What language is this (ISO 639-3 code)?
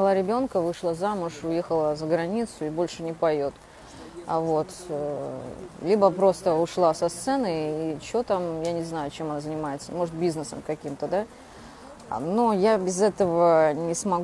rus